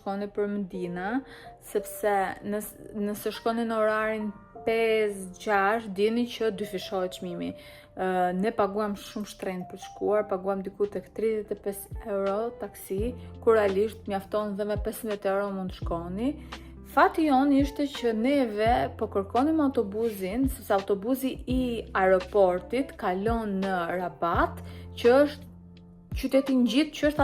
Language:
Albanian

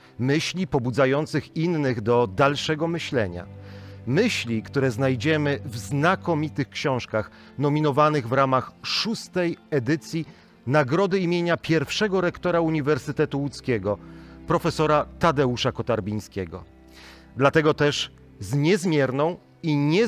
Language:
Polish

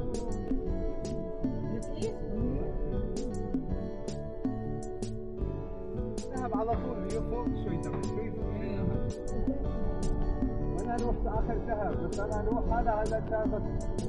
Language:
Filipino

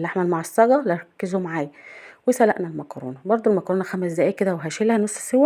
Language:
Egyptian Arabic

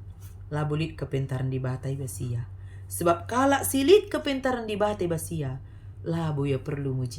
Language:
Batak Karo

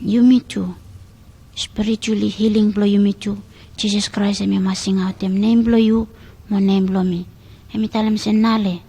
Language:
Bislama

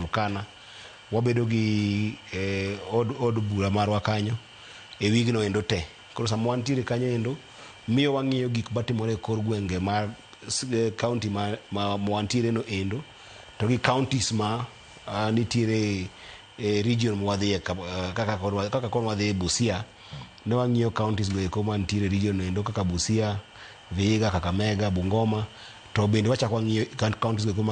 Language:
Luo (Kenya and Tanzania)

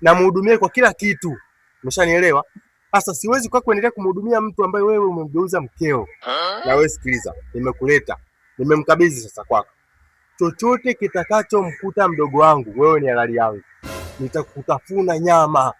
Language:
Swahili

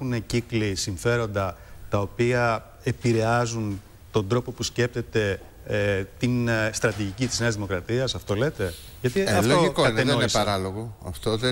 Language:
Greek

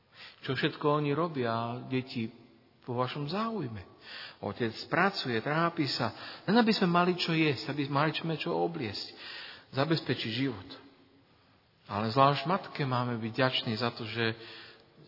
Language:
Slovak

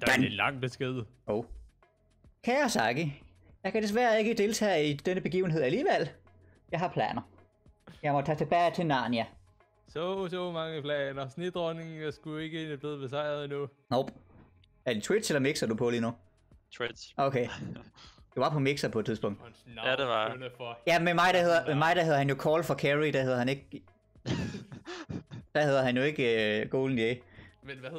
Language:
Danish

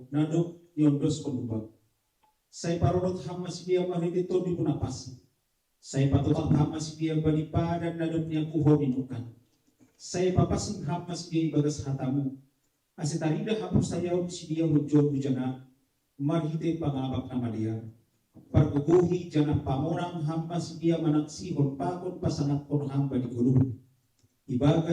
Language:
Batak Simalungun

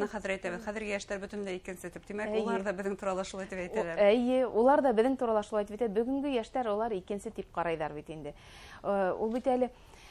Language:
Bashkir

